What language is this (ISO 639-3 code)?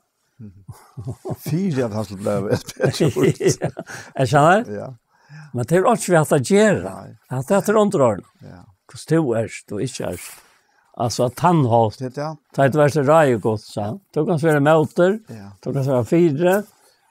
fao